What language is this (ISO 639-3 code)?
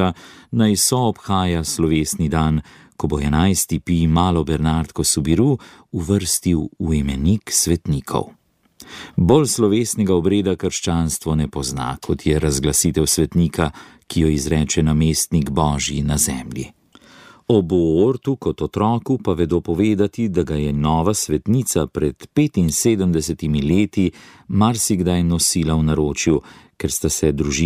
slv